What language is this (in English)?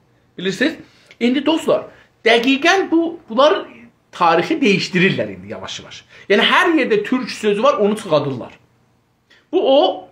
South Azerbaijani